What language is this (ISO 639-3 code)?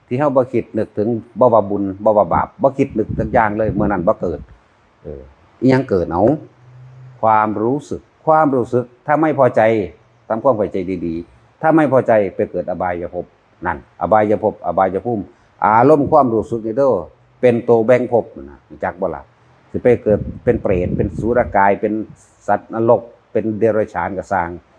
tts